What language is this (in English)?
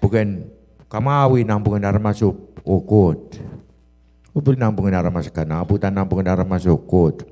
Pohnpeian